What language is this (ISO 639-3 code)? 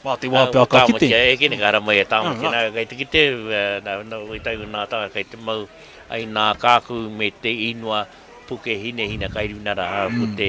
mri